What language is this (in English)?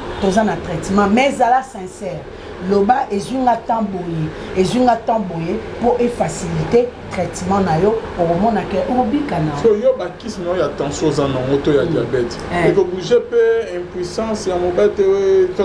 Lingala